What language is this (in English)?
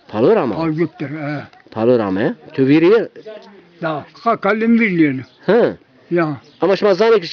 Zaza